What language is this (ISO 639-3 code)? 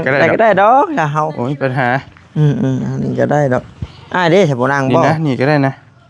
tts